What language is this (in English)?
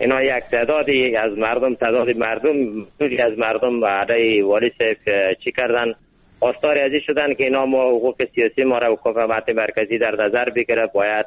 Persian